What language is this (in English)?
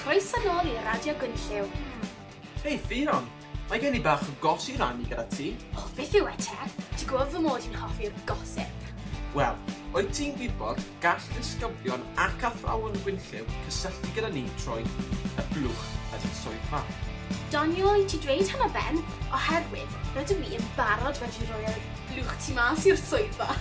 Welsh